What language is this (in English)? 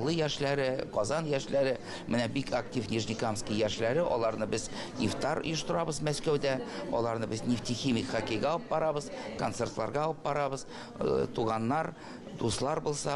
Tatar